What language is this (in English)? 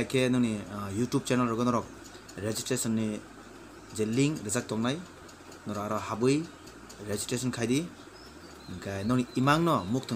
Kok Borok